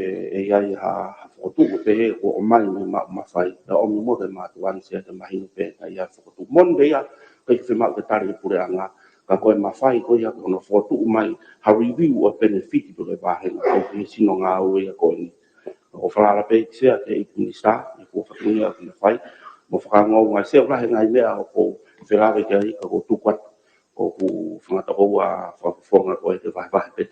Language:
Tongan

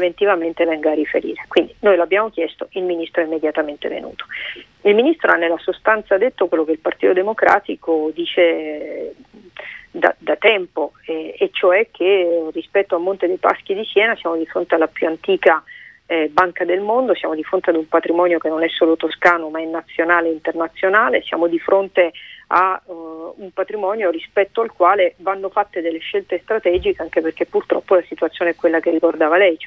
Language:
Italian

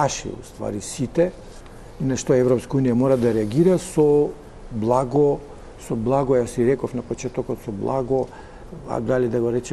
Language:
Macedonian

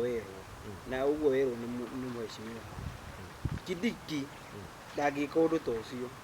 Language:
Kikuyu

